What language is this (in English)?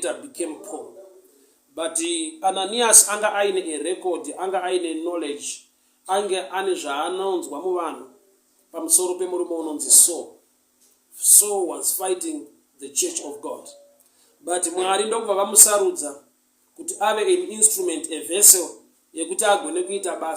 Shona